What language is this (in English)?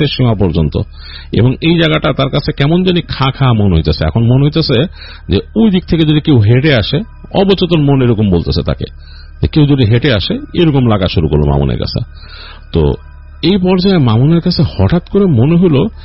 Bangla